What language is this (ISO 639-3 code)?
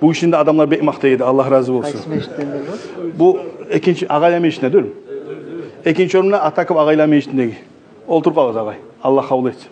kum